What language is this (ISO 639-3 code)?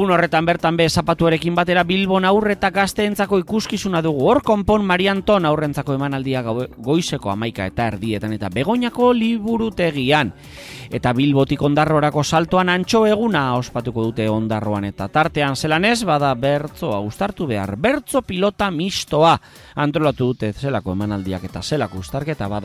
eus